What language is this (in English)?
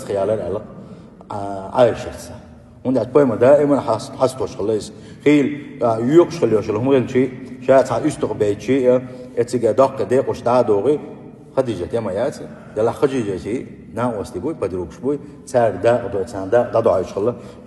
Chechen